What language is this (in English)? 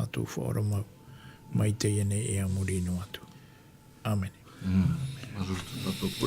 Tahitian